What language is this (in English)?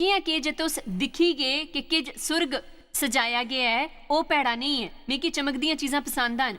Dogri